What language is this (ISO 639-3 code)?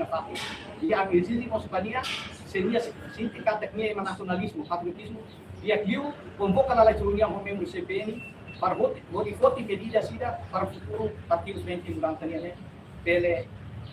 tet